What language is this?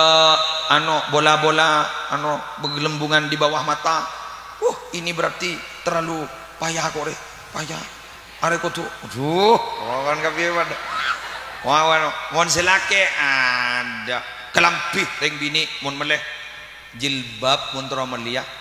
Madurese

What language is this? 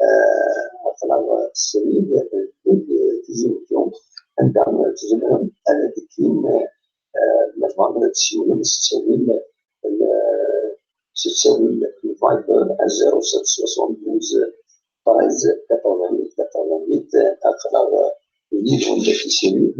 Kabyle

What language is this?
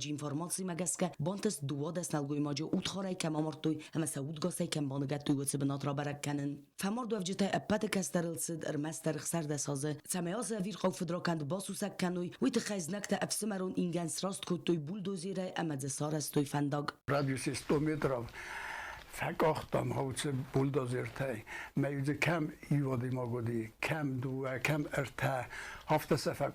Ossetic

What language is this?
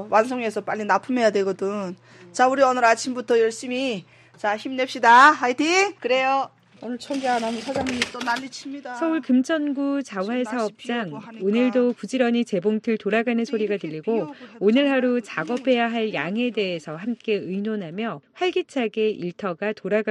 Korean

